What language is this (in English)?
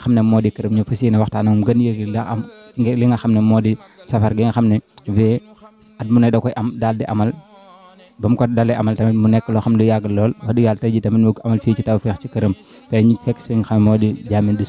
Wolof